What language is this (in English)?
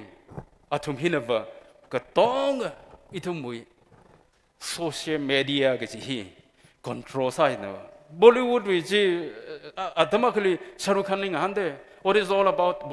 Tangkhul Naga (India)